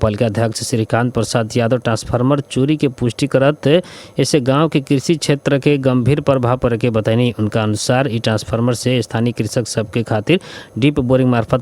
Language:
Bhojpuri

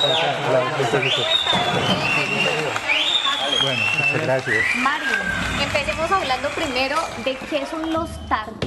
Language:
Spanish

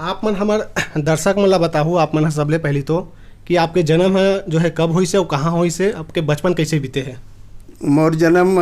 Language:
Chhattisgarhi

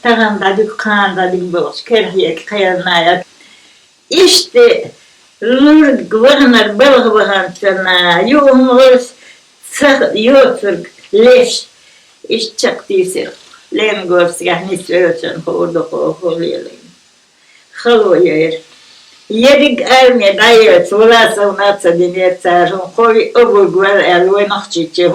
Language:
Chechen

